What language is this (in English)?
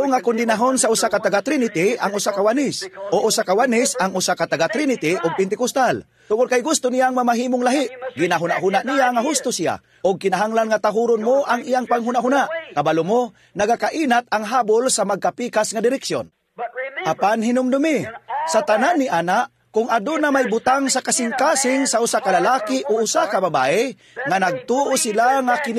Cebuano